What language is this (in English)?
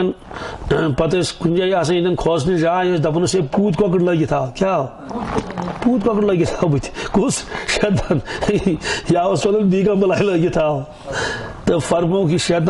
Kashmiri